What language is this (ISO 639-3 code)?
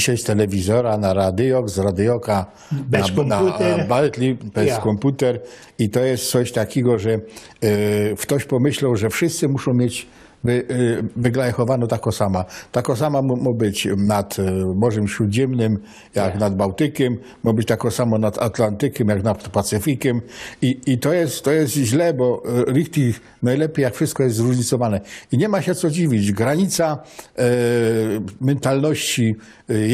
szl